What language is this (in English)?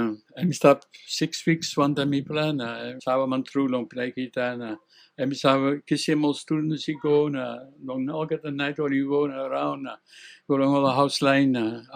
Tok Pisin